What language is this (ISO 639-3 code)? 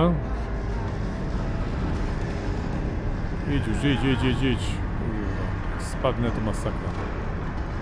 pol